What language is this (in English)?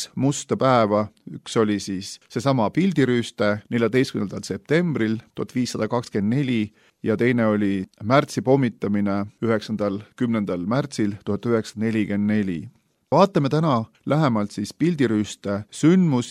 Estonian